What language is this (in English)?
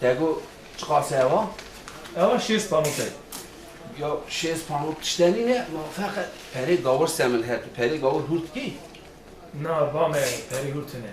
Kurdish